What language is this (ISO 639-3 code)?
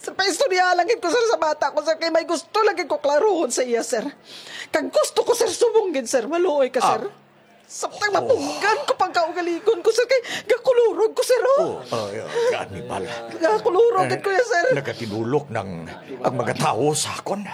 hil